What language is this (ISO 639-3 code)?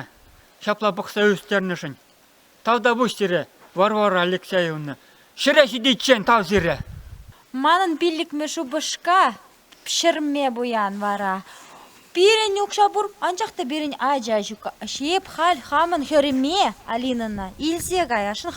chv